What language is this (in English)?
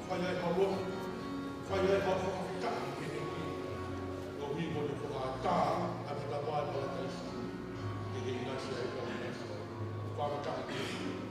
Tongan